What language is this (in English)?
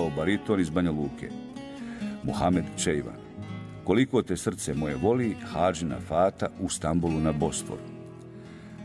Bosnian